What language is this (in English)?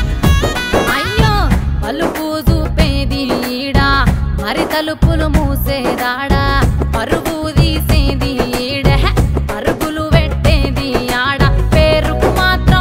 Telugu